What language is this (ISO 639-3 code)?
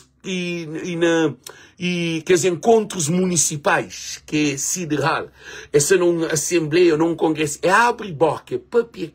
kea